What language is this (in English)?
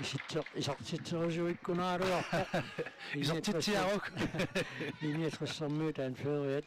Kalaallisut